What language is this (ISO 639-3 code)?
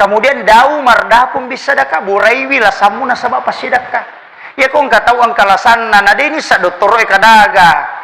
bug